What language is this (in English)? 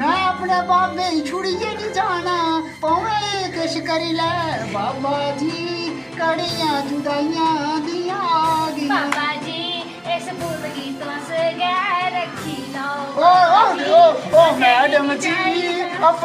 Dogri